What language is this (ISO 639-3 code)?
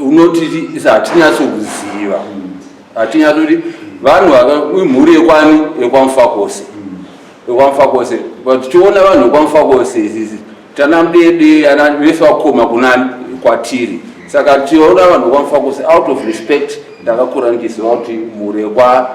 sna